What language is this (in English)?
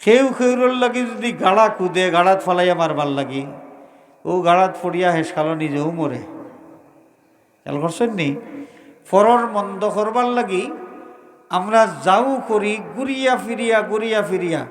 Sylheti